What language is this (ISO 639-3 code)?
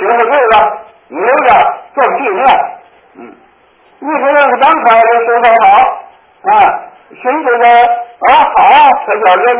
zho